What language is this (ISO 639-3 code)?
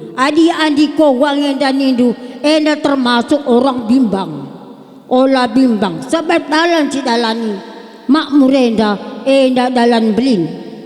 btx